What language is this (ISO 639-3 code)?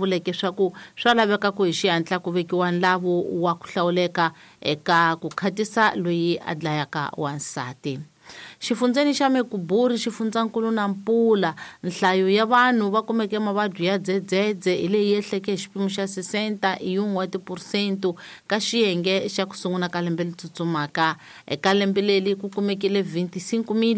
tso